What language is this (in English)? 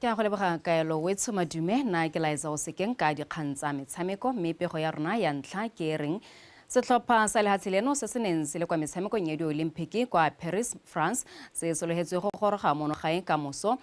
Tswana